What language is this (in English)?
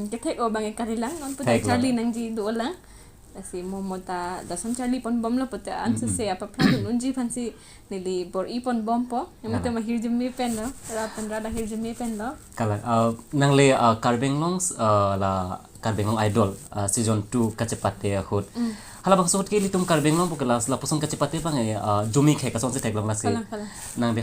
Karbi